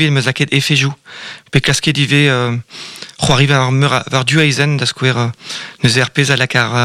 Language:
Breton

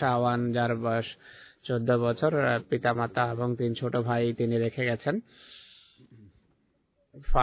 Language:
Bangla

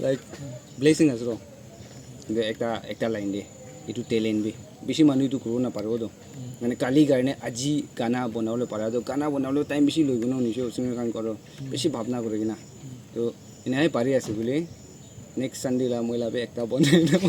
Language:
Naga Pidgin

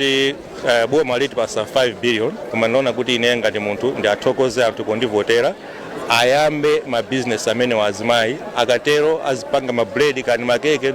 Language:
Nyanja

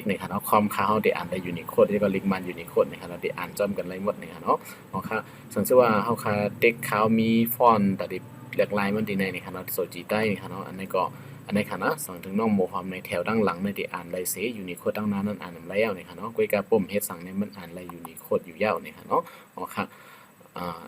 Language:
Shan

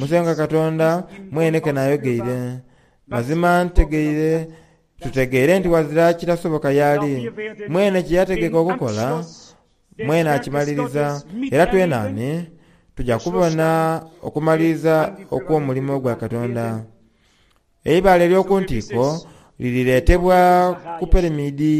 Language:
Soga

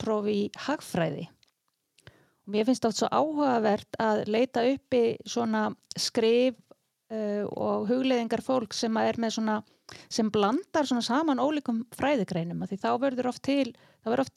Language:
Icelandic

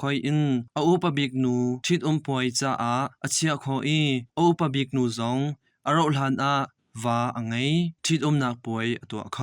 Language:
Hakha Chin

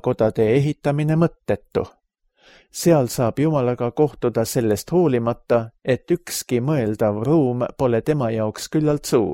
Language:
Estonian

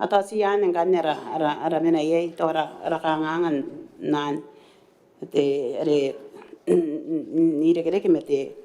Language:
Gilbertese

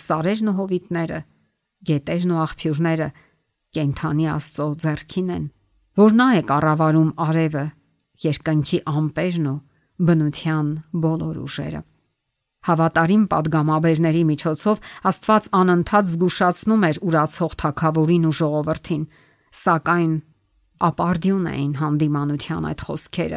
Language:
Armenian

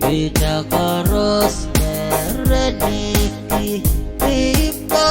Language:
Pohnpeian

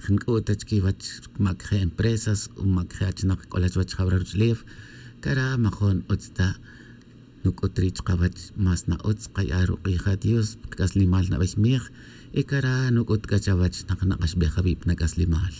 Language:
Tz'utujil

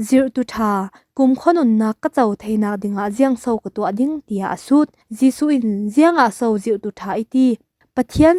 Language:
Falam Chin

